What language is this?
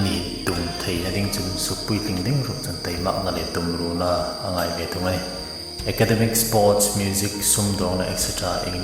Hmar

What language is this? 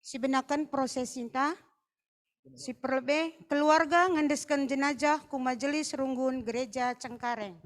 Batak Karo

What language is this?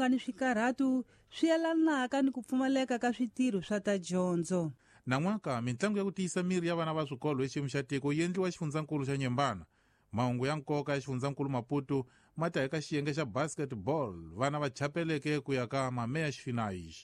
Tsonga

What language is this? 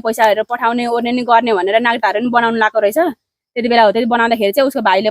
Nepali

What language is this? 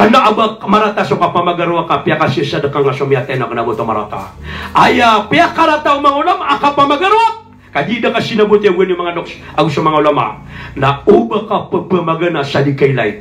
Maranao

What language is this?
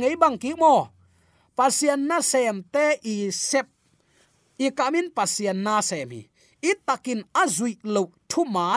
Tedim Chin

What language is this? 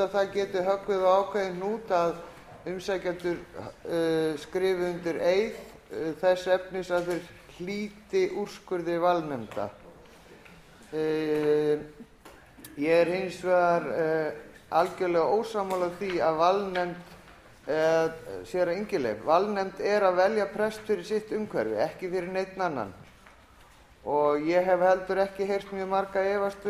Icelandic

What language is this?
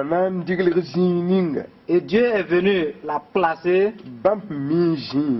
Mossi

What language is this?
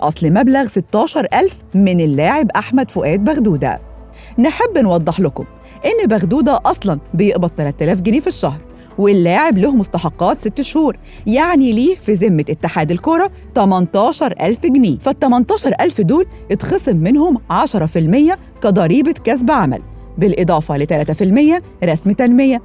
Egyptian Arabic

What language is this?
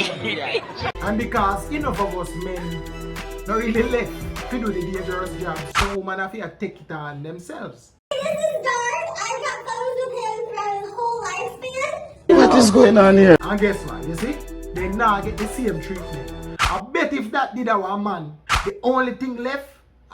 Jamaican Creole English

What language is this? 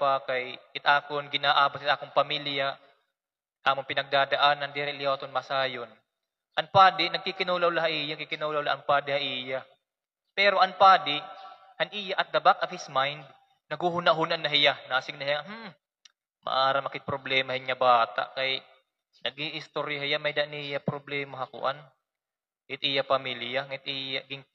Waray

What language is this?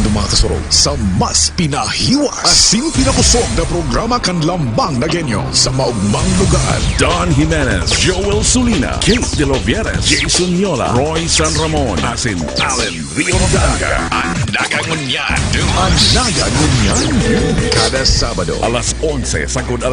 Bikol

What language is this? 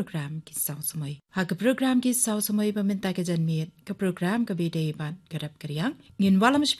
Khasi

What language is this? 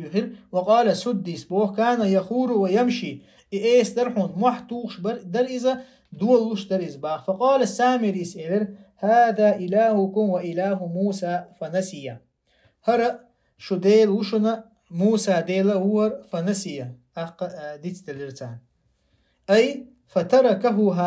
Chechen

